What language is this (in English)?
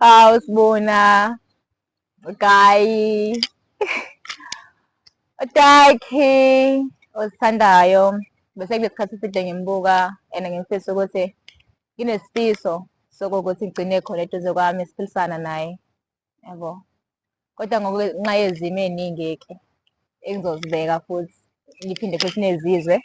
Zulu